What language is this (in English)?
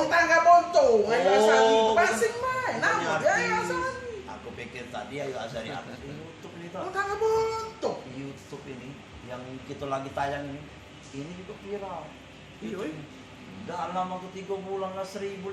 Musi